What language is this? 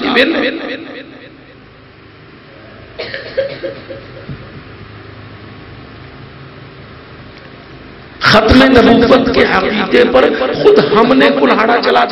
Urdu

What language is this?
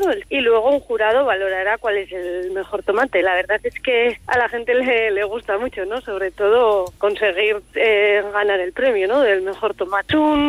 Spanish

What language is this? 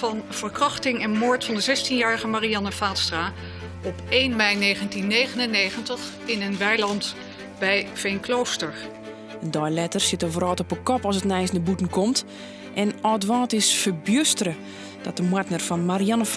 Western Frisian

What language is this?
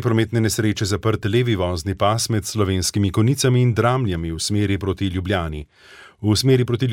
Slovenian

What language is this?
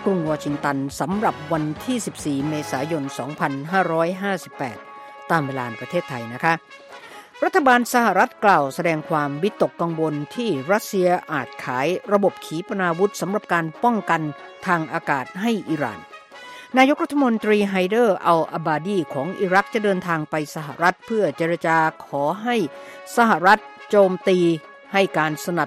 Thai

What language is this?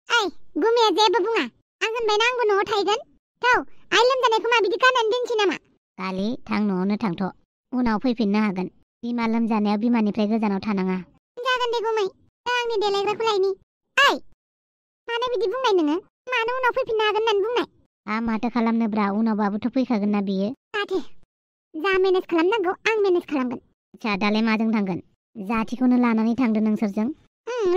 Bodo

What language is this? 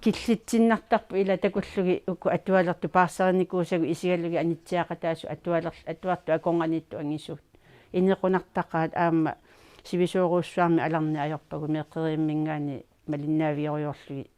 Kalaallisut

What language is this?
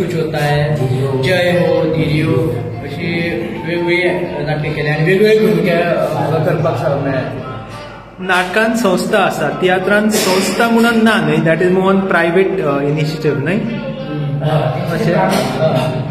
Konkani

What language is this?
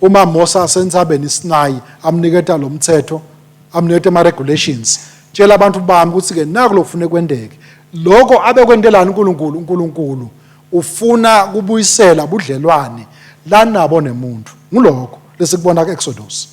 Swati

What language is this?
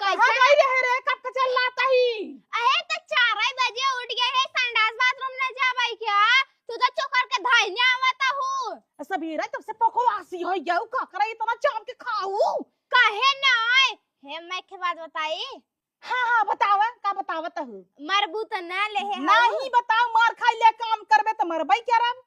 Awadhi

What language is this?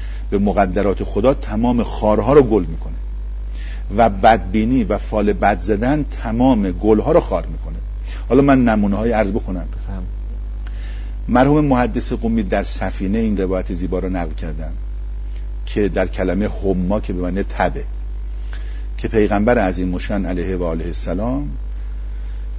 Persian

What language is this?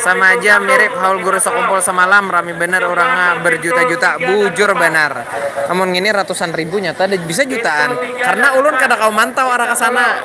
Banjar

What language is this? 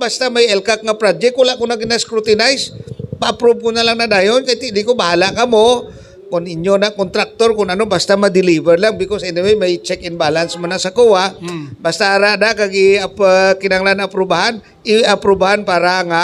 Hiligaynon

